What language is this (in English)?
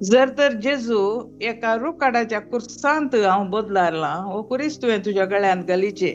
Konkani